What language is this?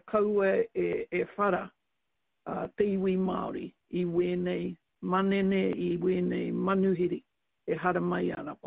Māori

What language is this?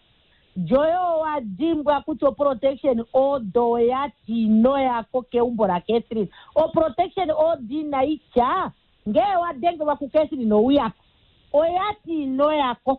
Kuanyama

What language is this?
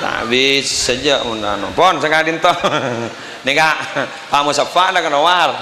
Madurese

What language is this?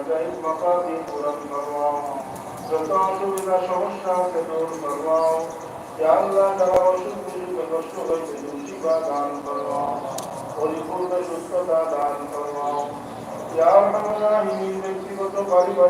Sylheti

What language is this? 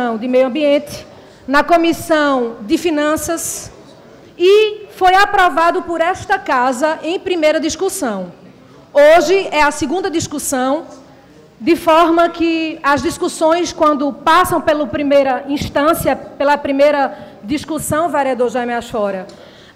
Portuguese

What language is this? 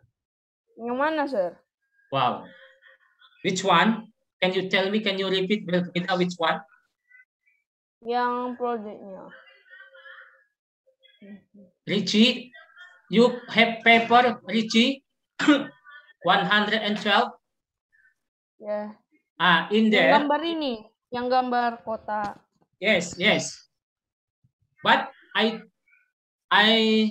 Indonesian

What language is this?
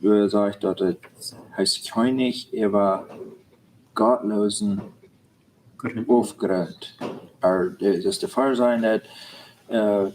Plautdietsch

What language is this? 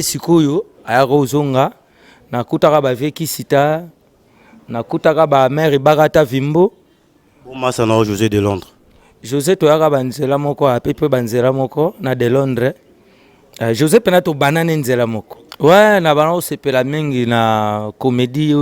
Lingala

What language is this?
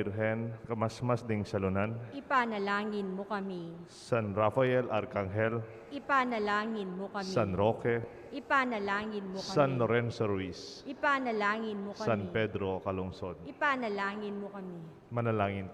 Pampanga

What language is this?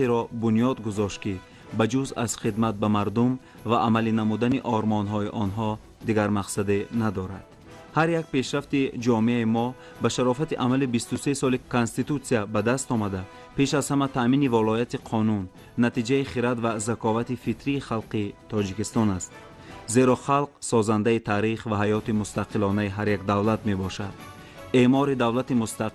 Tajik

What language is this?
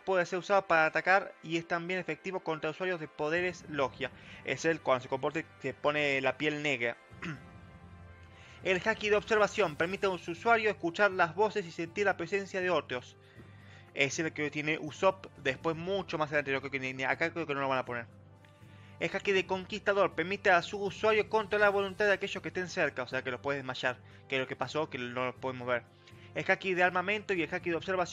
Spanish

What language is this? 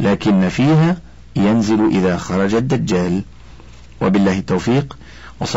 Arabic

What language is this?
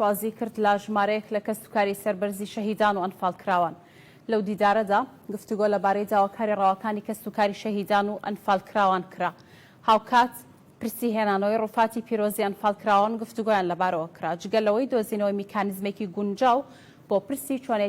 Central Kurdish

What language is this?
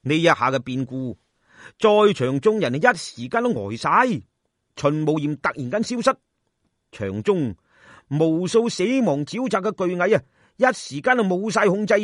Cantonese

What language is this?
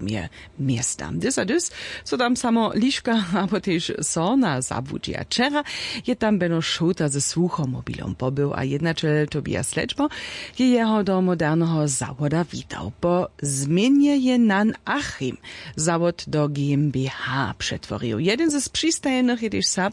Upper Sorbian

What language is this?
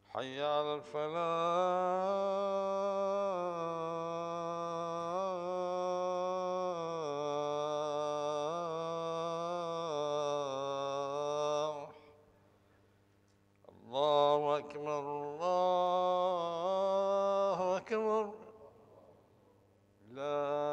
Arabic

